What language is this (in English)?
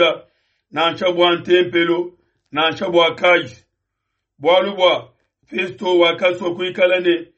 Luba-Lulua